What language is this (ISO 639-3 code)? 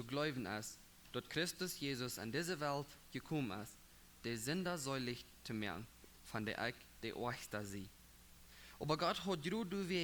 pdt